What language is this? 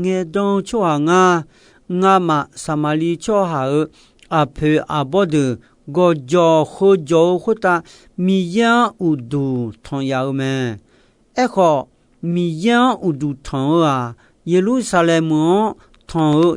Akha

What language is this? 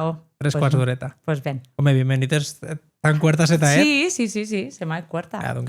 Occitan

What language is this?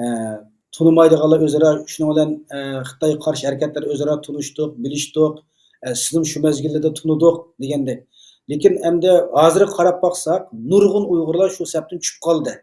Uyghur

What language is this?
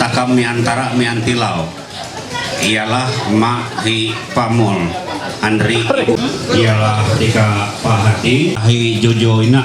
Ma'anyan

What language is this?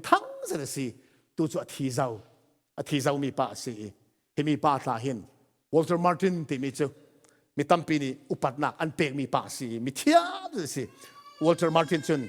Falam Chin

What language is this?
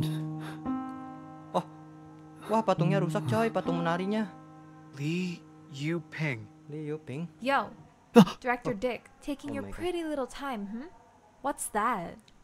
Indonesian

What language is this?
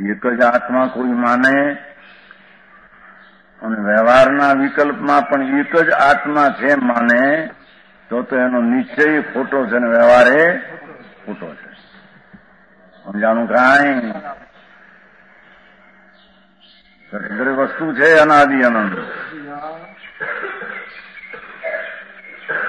Gujarati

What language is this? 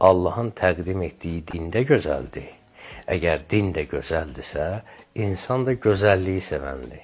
Azerbaijani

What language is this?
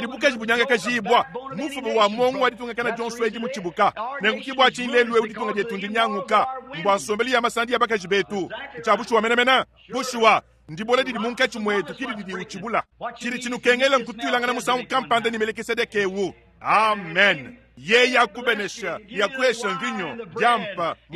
Luba-Lulua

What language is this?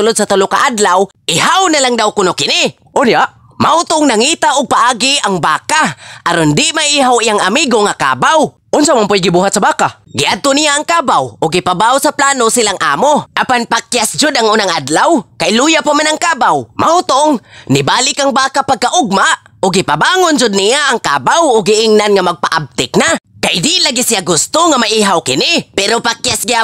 Cebuano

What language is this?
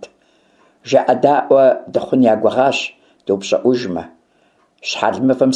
Kabardian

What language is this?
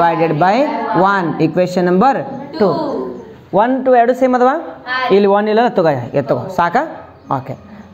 Kannada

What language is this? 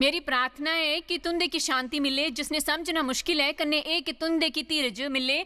Dogri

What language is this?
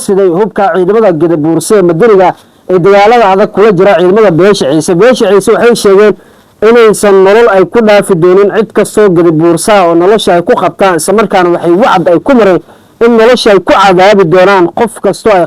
Somali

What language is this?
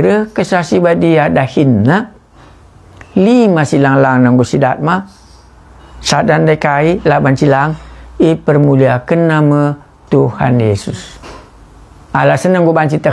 Batak Karo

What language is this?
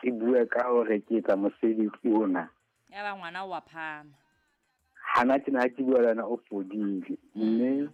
Southern Sotho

